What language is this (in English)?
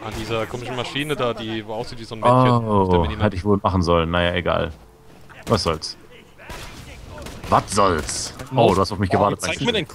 German